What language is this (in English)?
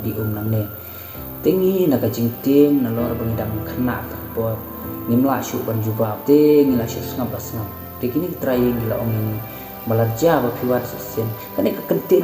Khasi